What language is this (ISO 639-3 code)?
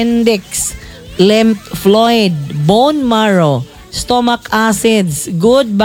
ceb